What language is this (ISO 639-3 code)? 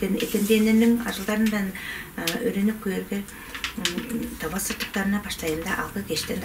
tyv